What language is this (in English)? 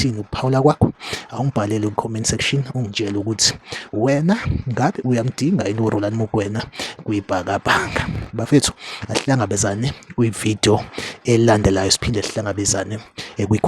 Zulu